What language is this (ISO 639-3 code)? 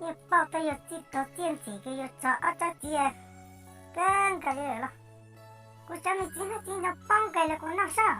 hmn